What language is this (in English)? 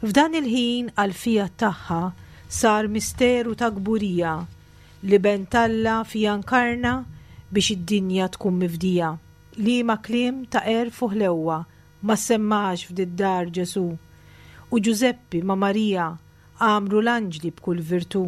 Maltese